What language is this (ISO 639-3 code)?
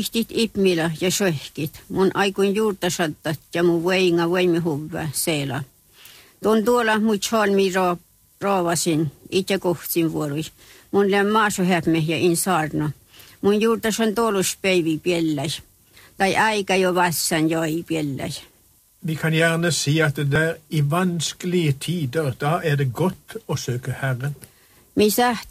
nor